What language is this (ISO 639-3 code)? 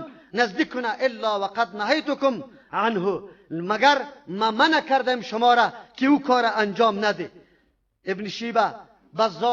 fas